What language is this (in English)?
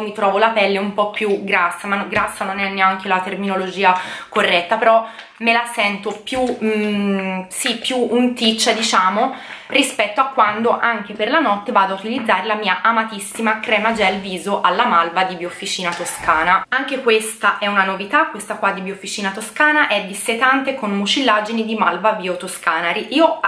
Italian